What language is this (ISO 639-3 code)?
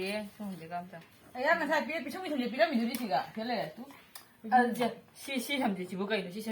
mni